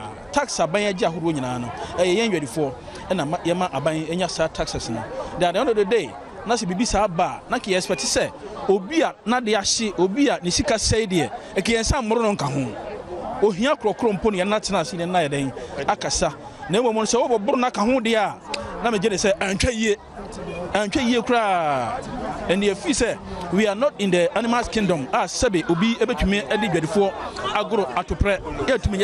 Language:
Akan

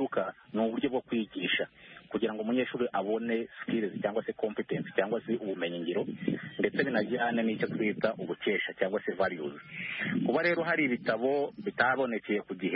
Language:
Kinyarwanda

